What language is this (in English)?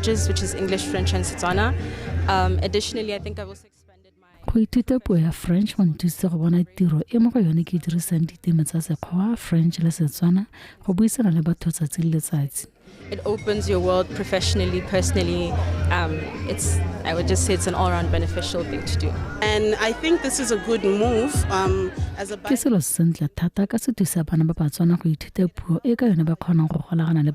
Tswana